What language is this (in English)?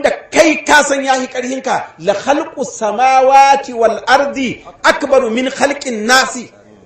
Hausa